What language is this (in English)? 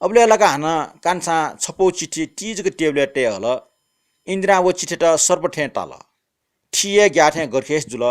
Newari